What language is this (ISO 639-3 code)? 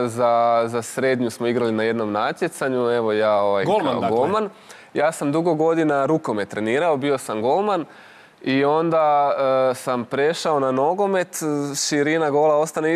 hrv